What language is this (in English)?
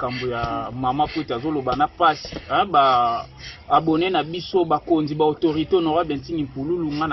Lingala